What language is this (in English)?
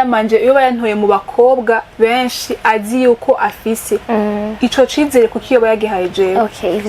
Rundi